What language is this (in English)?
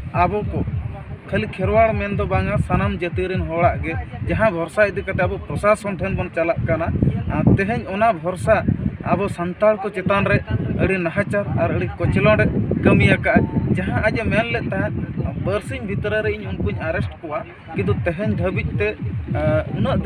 Santali